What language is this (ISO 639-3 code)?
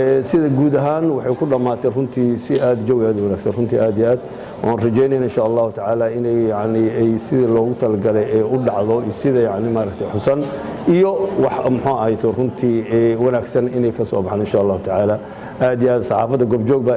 som